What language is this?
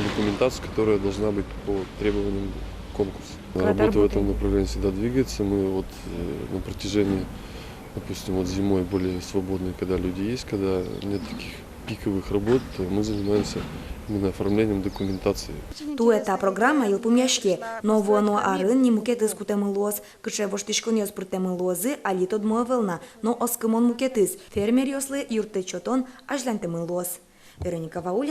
Udmurt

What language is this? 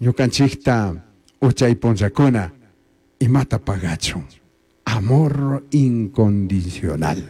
Chimborazo Highland Quichua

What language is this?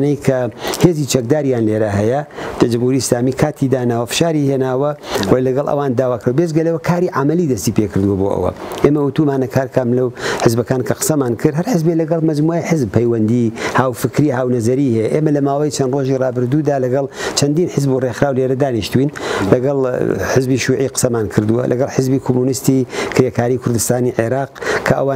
Central Kurdish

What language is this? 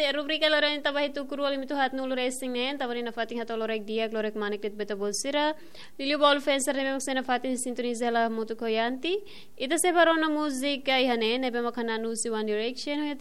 Tetum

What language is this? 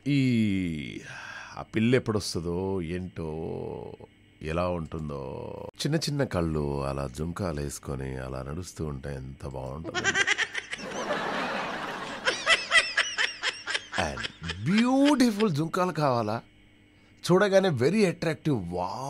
Telugu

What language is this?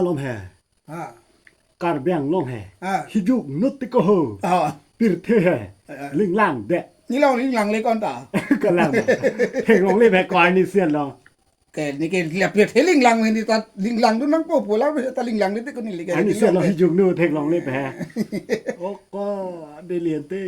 Karbi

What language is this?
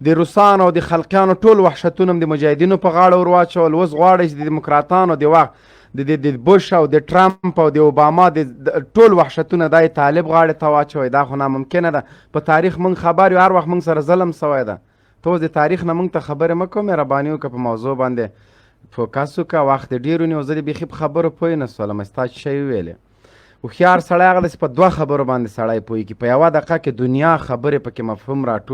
Pashto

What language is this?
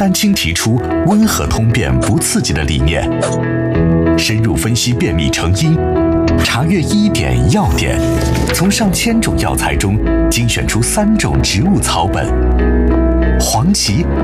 Chinese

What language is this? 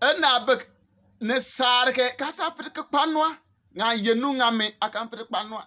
Bimoba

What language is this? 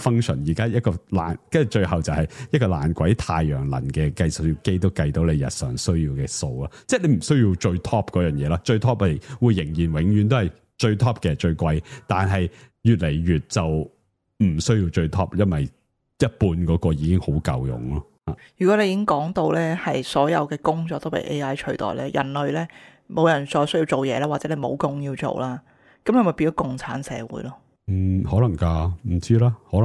Cantonese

